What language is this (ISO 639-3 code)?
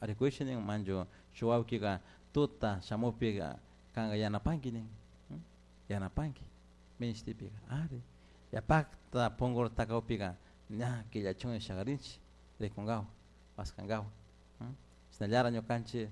qug